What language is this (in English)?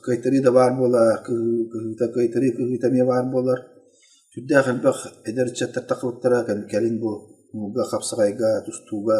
Yakut